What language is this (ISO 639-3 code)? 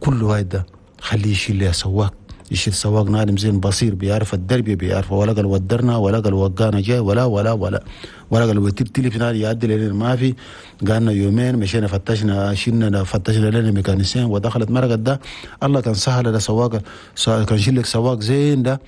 shu